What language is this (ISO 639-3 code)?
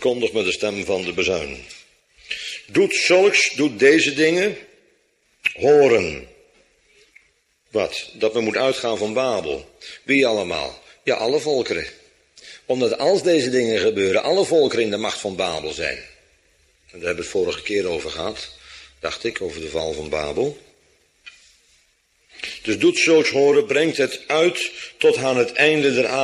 nld